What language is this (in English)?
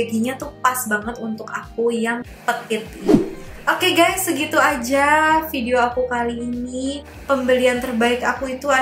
Indonesian